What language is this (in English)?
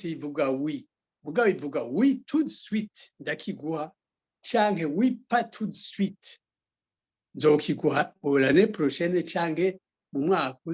Rundi